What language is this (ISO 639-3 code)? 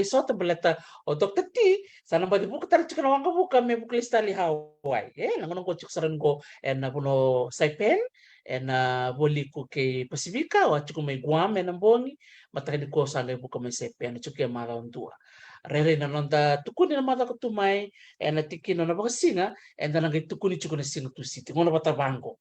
fij